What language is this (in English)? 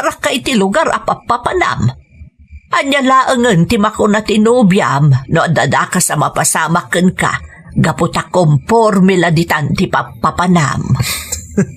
Iloko